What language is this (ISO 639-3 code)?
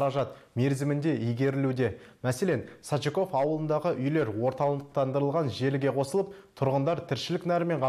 kaz